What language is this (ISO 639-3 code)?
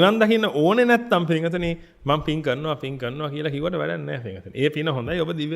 sin